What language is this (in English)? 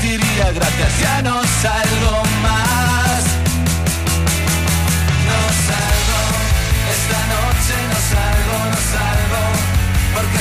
Spanish